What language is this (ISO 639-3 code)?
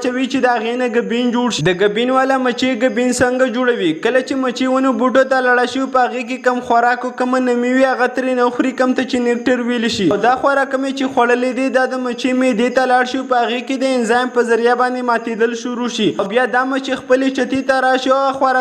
pus